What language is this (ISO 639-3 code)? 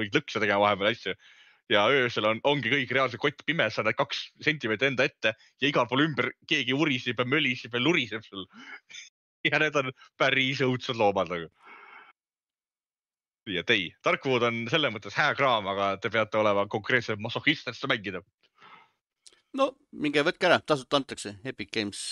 est